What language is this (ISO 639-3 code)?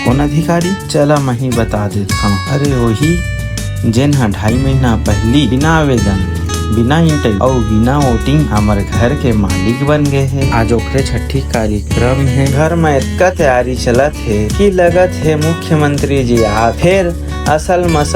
hne